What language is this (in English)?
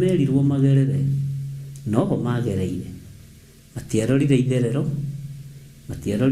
Kikuyu